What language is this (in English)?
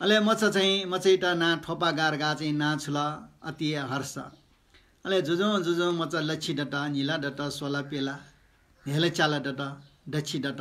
Newari